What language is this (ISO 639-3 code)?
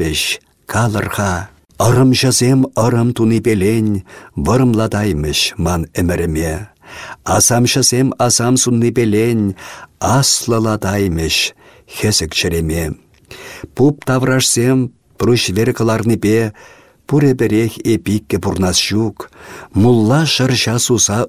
chv